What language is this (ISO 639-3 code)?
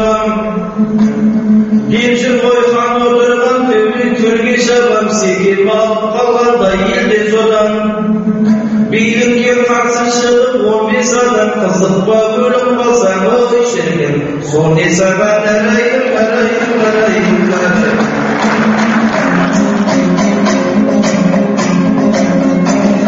kaz